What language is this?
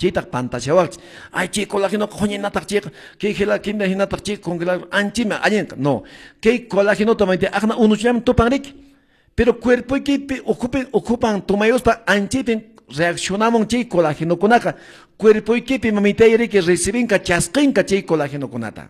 Quechua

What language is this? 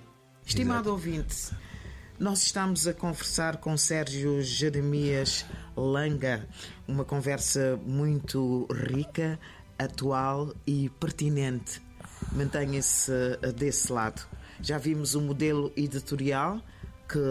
Portuguese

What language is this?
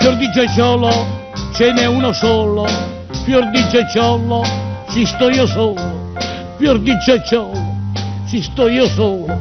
Neapolitan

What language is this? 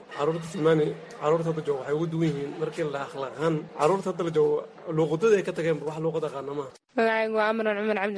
Somali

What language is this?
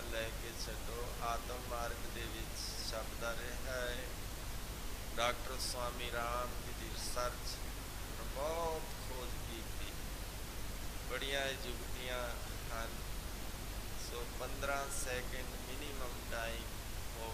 Punjabi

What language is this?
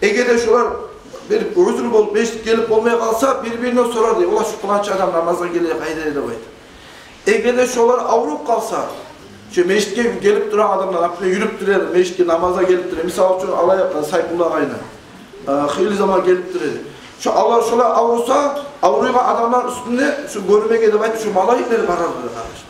Kumyk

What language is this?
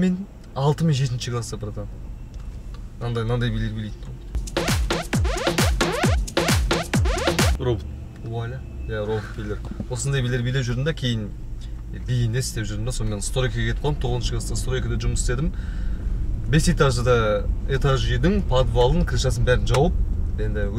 Kazakh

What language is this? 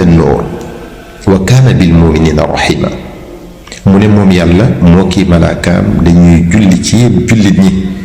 Wolof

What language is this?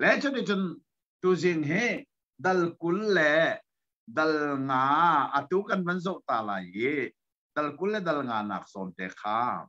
Hakha Chin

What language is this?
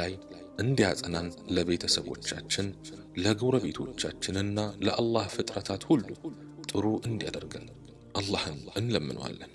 Amharic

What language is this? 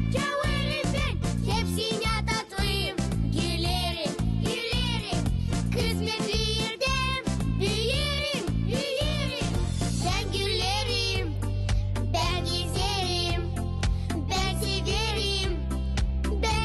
Gagauz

